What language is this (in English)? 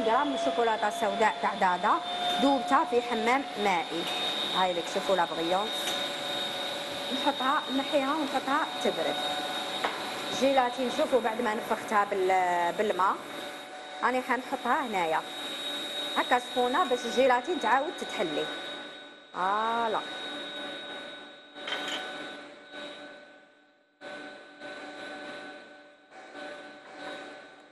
Algerian Arabic